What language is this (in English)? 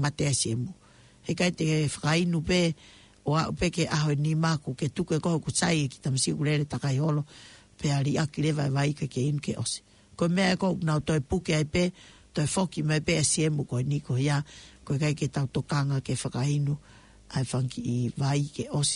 Tongan